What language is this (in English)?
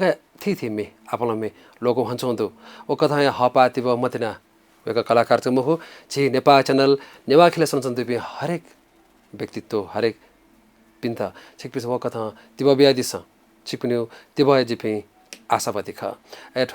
Newari